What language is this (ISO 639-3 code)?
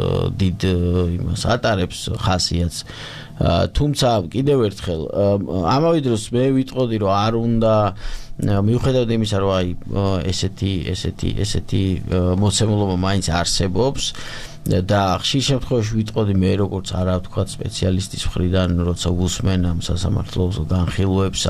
kat